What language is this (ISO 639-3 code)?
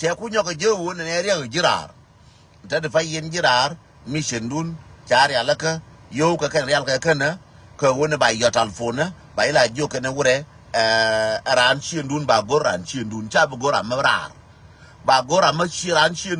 nus